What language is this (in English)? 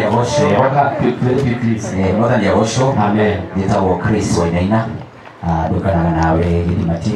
Kikuyu